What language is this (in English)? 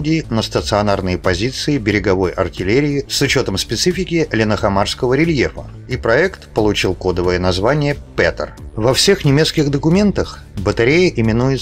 Russian